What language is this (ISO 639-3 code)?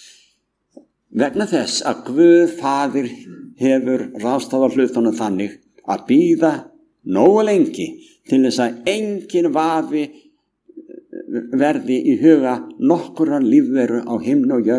isl